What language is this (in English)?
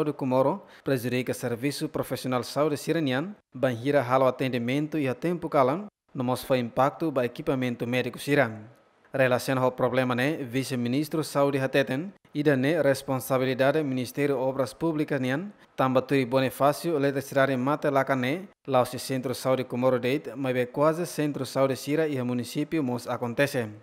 Tetum